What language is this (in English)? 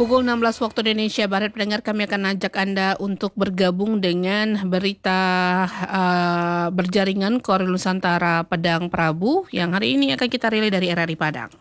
Indonesian